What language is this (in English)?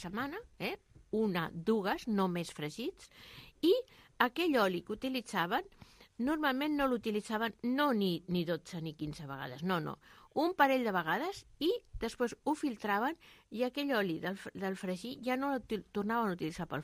Catalan